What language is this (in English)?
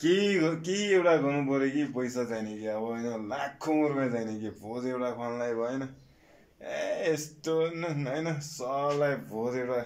Nepali